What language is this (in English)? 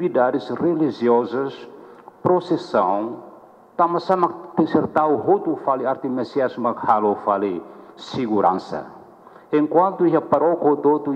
Tetum